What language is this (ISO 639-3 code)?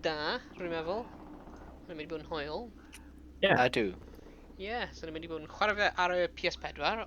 cym